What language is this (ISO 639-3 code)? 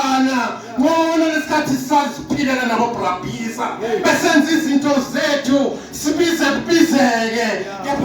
zul